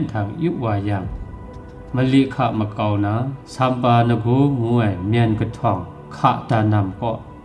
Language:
Kachin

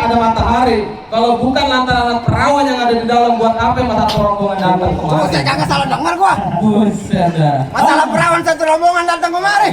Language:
Betawi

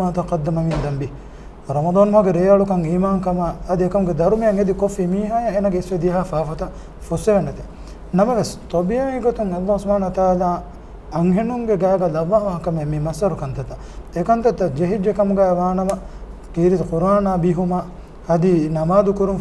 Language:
Divehi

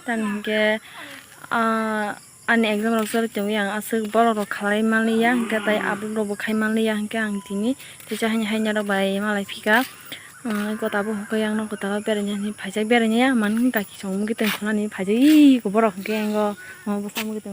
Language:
Kok Borok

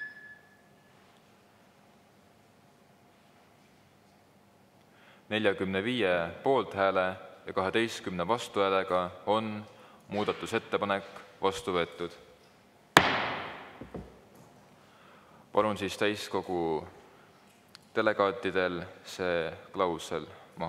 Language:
Estonian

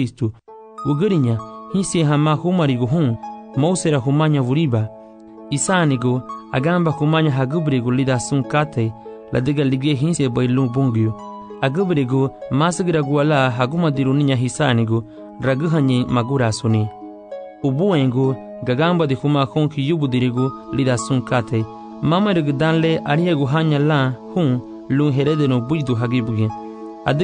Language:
Garifuna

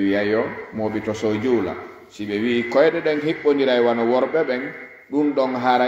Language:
Fula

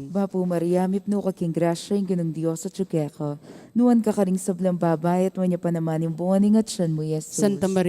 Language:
Pampanga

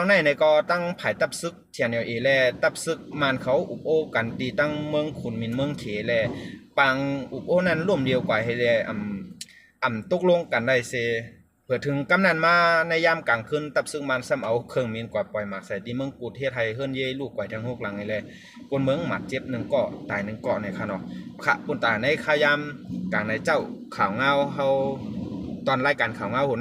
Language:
Shan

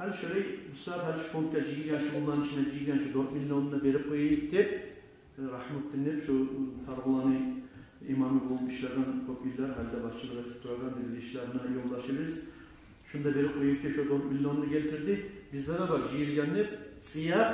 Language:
Kumyk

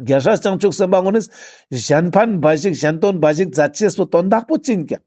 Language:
Ladakhi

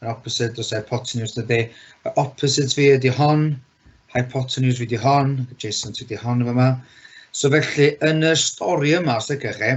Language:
Welsh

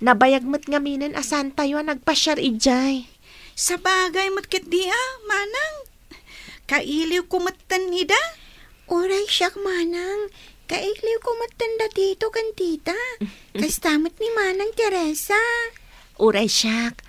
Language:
Iloko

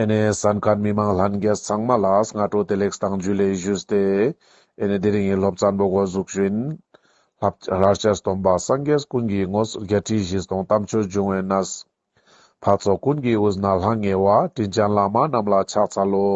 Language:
Ladakhi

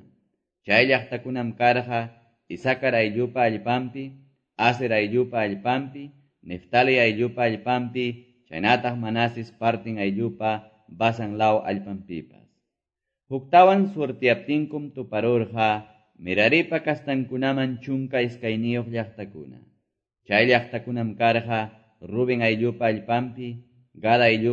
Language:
Quechua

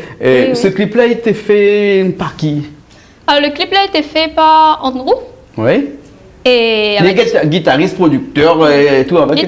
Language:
Réunion Creole French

